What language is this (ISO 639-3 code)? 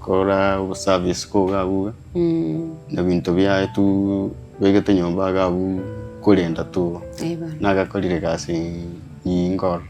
guz